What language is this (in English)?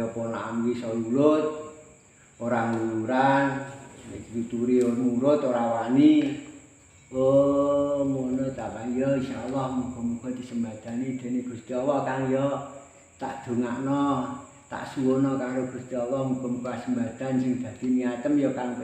Javanese